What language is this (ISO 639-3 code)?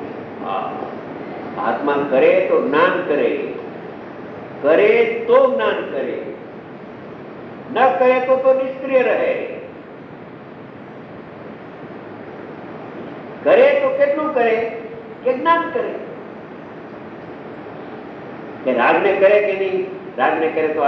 guj